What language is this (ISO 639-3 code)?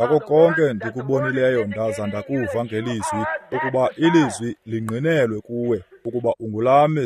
xho